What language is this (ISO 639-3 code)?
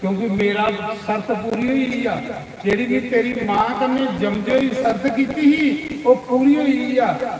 doi